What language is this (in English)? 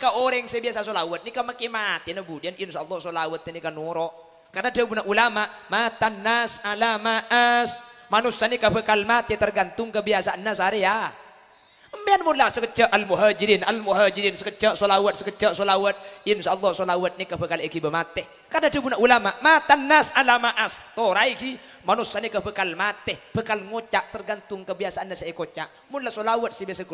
Madurese